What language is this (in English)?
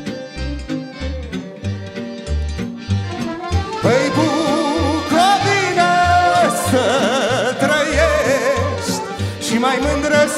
Romanian